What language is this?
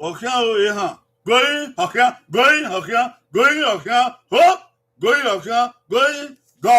Bini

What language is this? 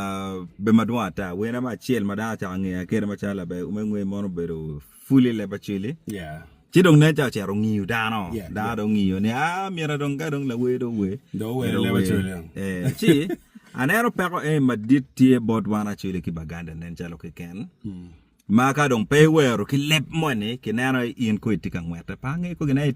Acoli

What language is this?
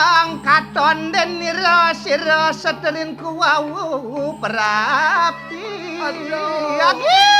Balinese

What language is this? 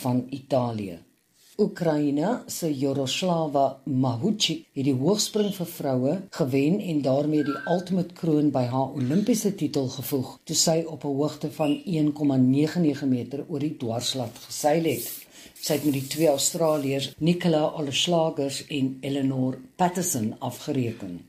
Afrikaans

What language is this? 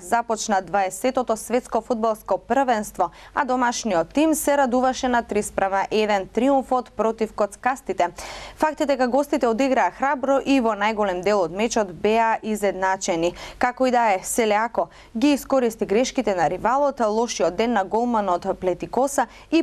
Macedonian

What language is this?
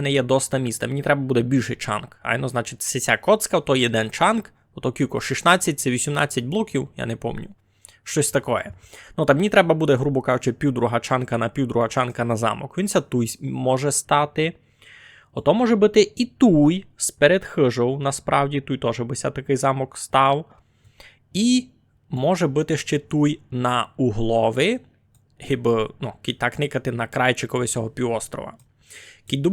Rusyn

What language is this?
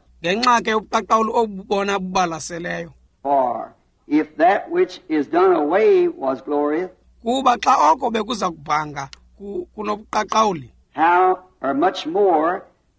Xhosa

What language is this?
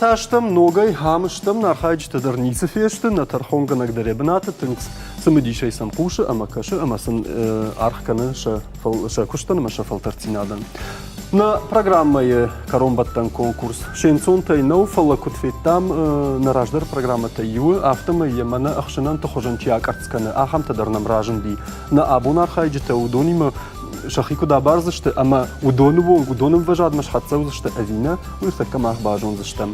Ossetic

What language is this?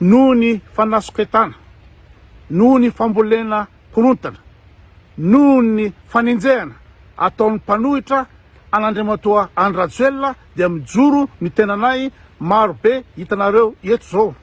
Malagasy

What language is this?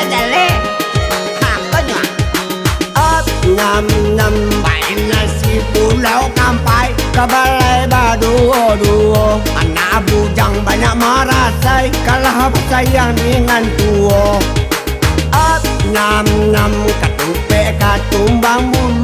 Minangkabau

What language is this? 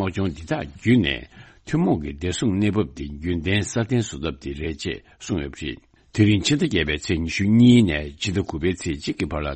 Tibetan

